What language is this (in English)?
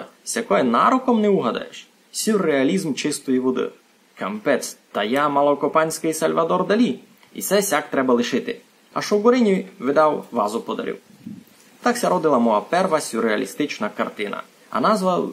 Rusyn